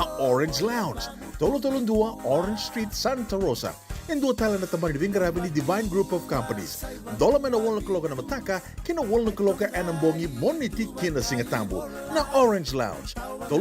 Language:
Fijian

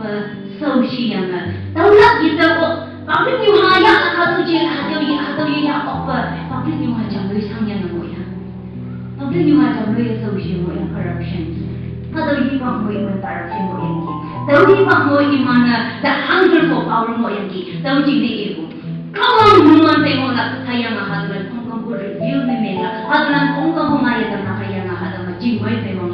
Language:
Konyak Naga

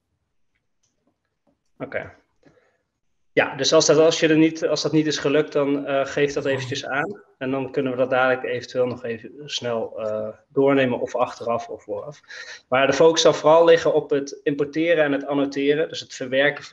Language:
Dutch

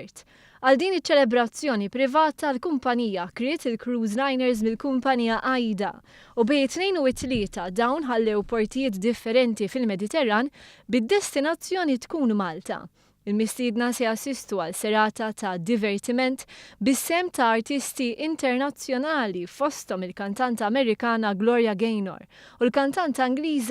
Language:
Maltese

